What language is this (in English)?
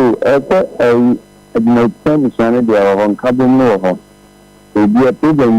Akan